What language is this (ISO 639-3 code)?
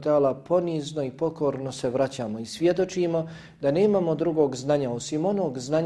bos